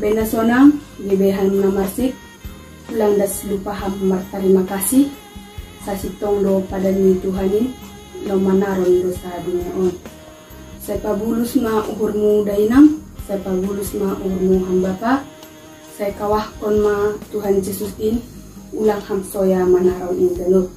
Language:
Batak Simalungun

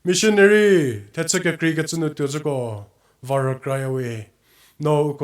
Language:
Angami Naga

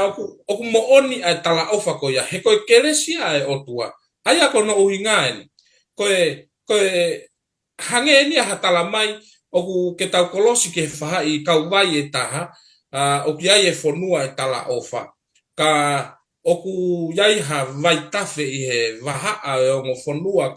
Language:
Tongan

